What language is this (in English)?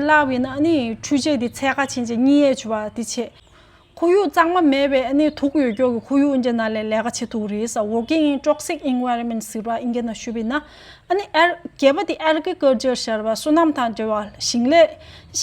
Tibetan